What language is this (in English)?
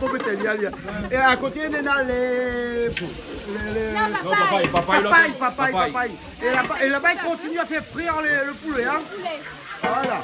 Réunion Creole French